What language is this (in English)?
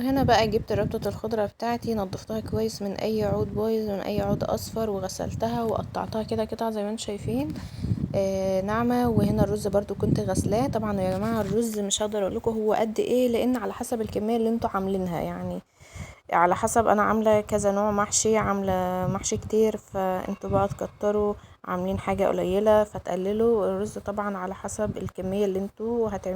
Egyptian Arabic